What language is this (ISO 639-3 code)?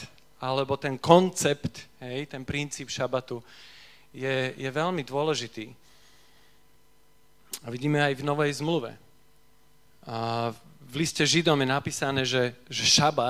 slk